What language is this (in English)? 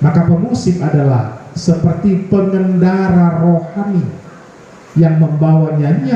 Batak Toba